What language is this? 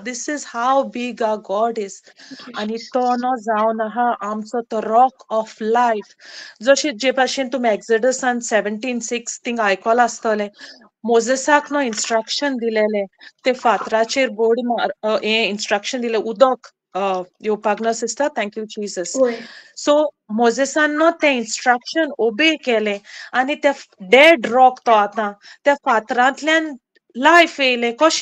Konkani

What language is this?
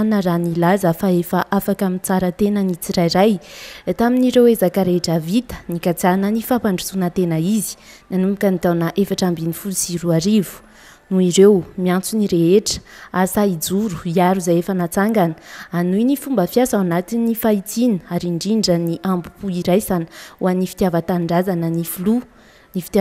Malagasy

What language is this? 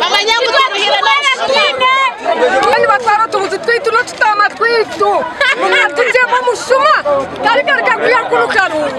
Nyankole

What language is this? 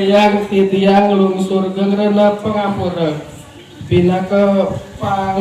Balinese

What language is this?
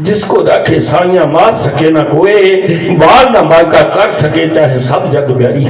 Dogri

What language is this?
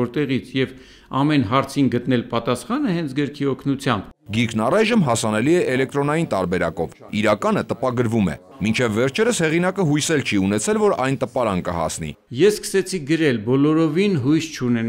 Armenian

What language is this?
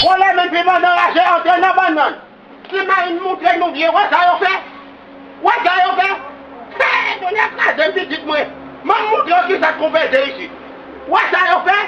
Haitian Creole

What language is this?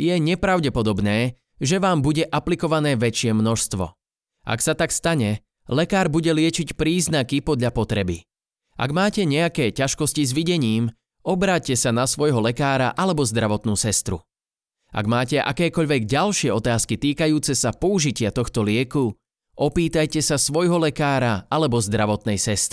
Slovak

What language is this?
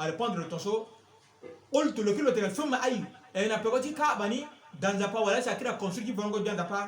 Sango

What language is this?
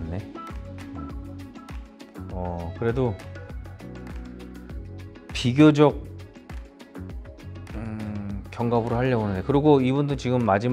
Korean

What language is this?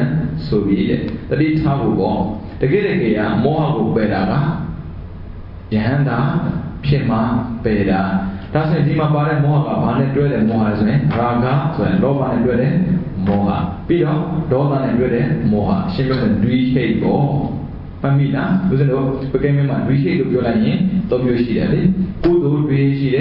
Burmese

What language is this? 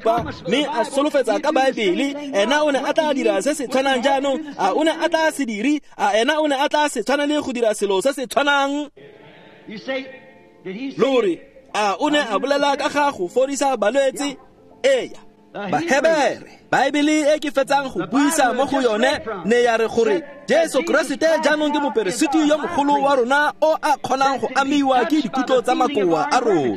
Tswana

